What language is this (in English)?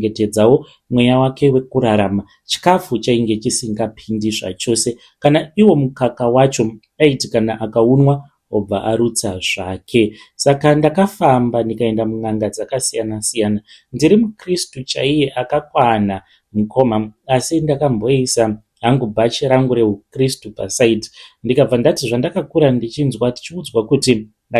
Shona